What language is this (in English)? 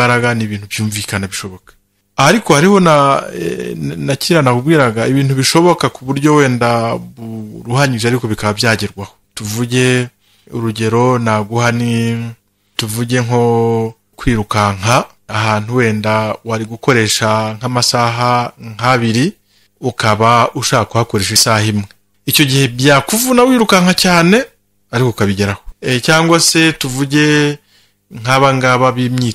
Kinyarwanda